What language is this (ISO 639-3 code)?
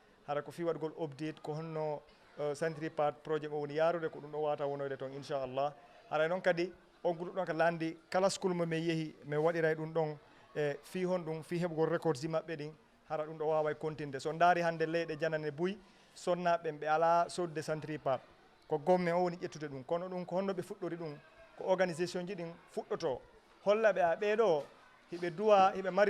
ful